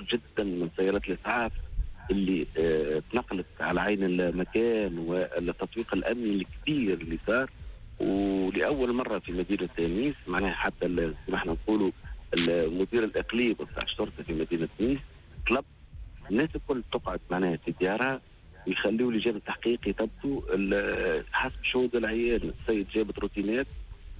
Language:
Tunisian Arabic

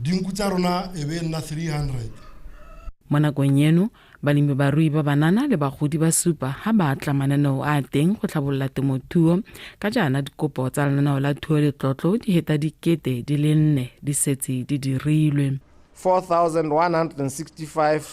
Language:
Tswana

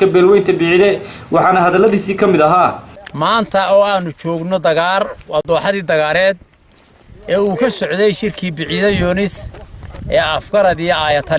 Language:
Somali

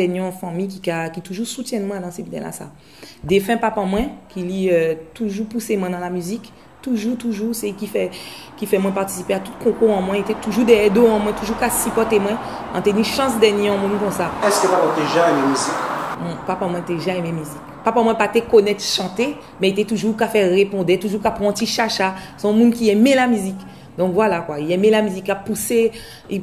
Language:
Guadeloupean Creole French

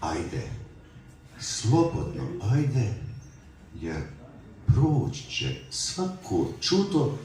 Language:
Bosnian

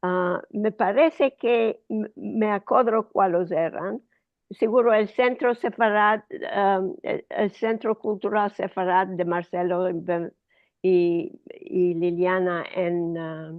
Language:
Ladino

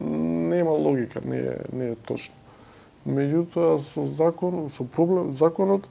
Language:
Macedonian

